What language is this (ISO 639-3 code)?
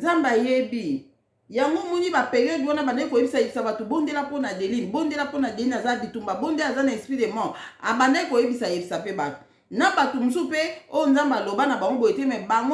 lin